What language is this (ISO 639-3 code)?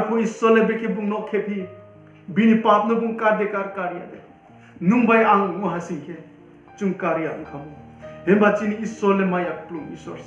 ria